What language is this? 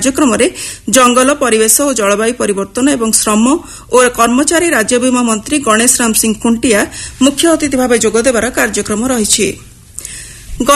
Odia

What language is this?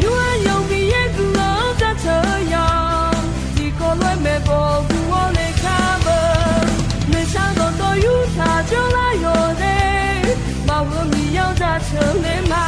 Akha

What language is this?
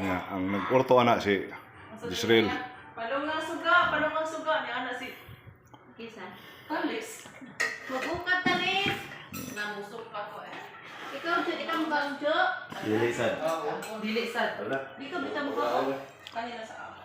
Cebuano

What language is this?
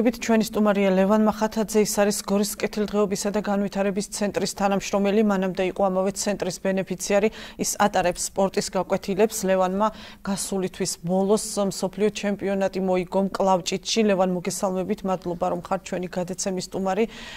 Georgian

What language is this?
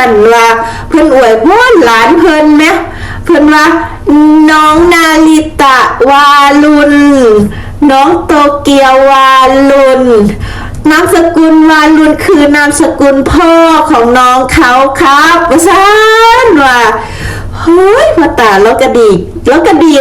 Northeastern Thai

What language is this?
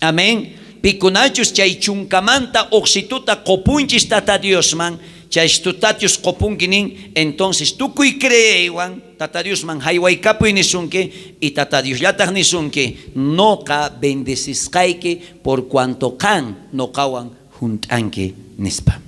South Bolivian Quechua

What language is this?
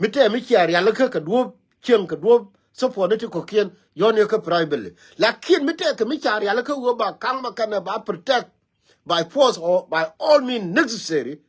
Nuer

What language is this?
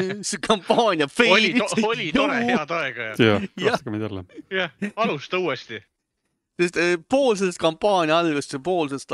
Estonian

